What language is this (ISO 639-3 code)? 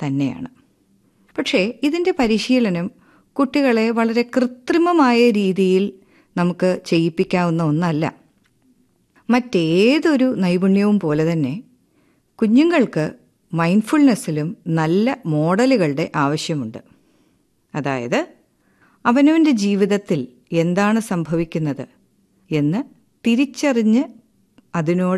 mal